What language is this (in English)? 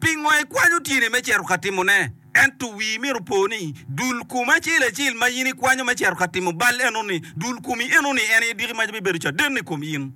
Acoli